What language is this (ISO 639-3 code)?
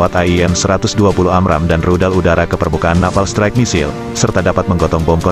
ind